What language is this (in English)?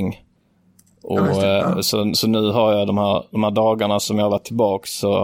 Swedish